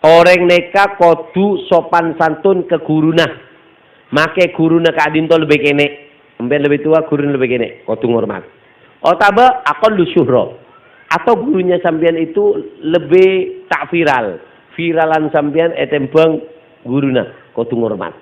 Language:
Madurese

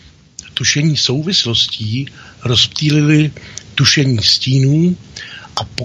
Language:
Czech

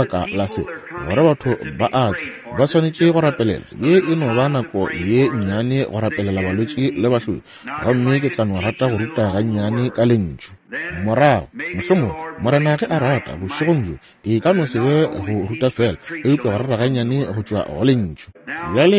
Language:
Northern Sotho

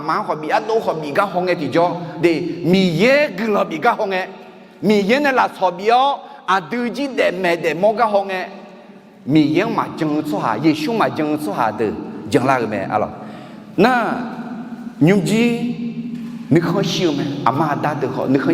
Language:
Akha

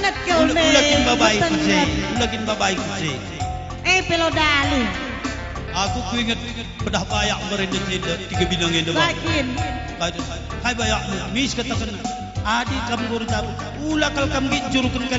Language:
Batak Karo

